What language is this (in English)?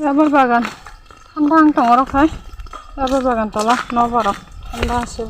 Kok Borok